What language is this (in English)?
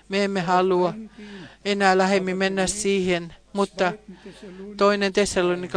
Finnish